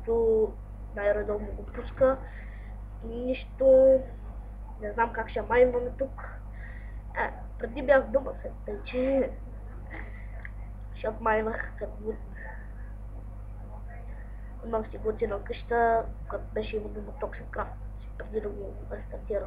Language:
Bulgarian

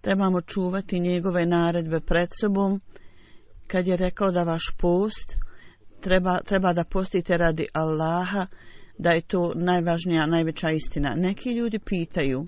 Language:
Bosnian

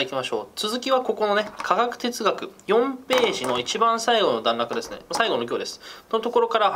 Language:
Japanese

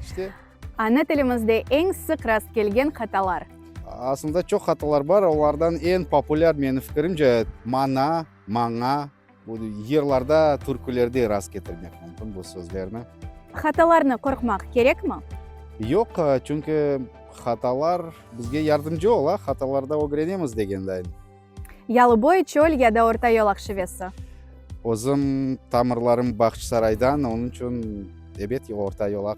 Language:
Crimean Tatar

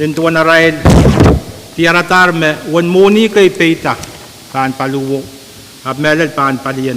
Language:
Pohnpeian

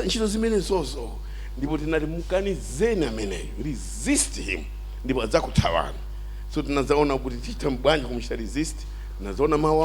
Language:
Nyanja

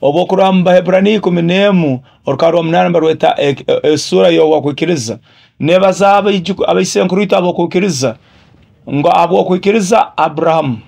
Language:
Nyoro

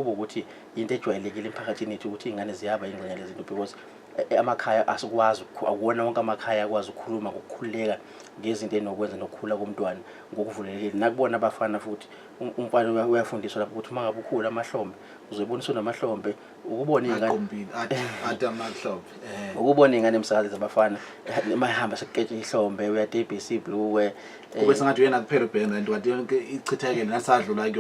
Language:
Zulu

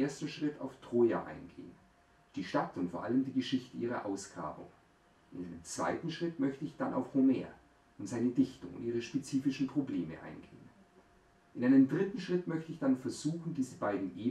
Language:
German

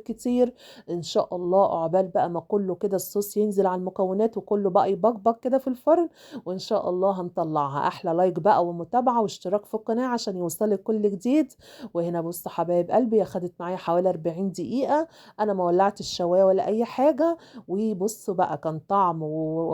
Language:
Egyptian Arabic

